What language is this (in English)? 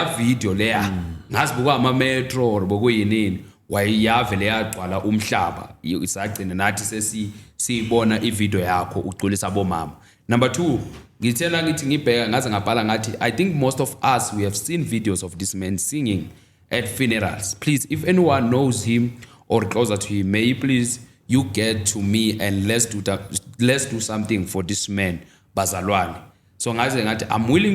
Zulu